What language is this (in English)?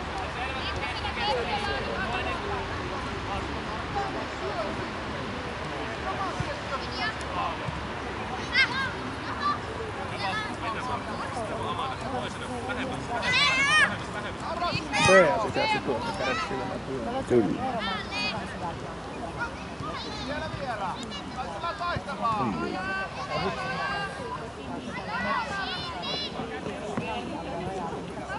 Finnish